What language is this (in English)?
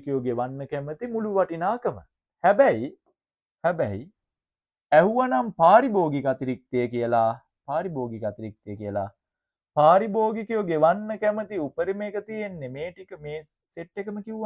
Sinhala